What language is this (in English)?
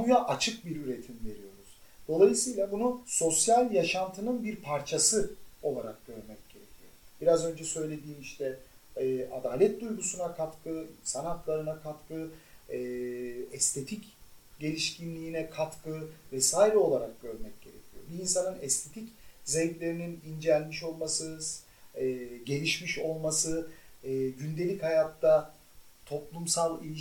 Turkish